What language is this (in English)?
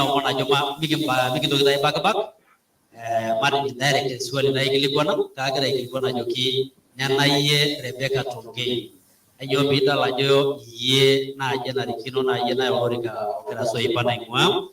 Masai